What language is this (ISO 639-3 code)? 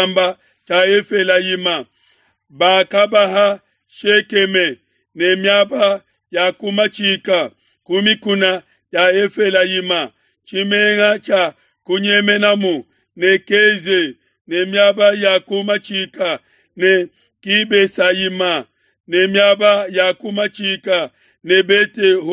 lua